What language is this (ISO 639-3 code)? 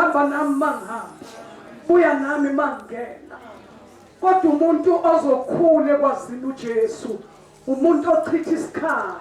zul